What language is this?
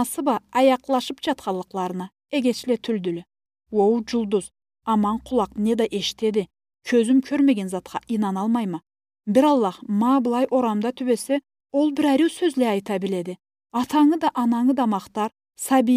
Karachay-Balkar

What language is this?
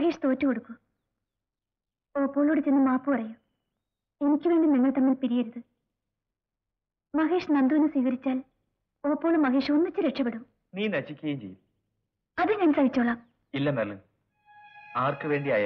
Malayalam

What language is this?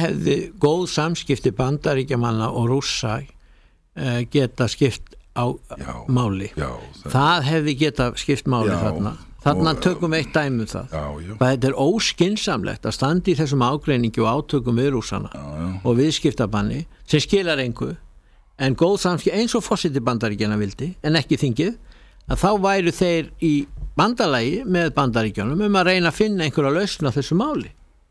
Icelandic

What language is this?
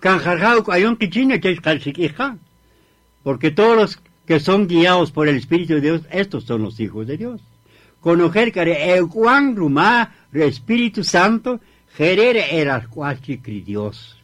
Kaqchikel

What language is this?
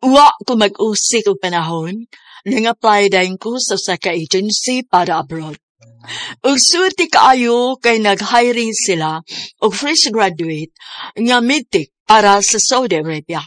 Cebuano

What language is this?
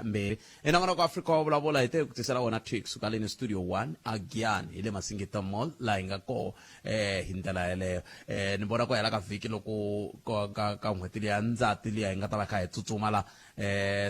Tsonga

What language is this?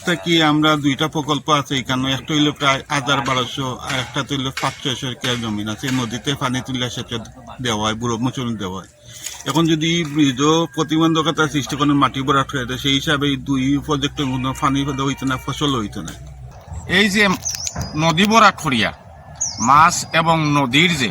Sylheti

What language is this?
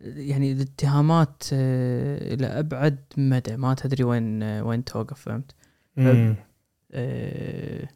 Gulf Arabic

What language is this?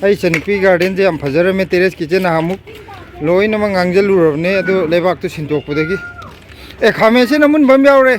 Manipuri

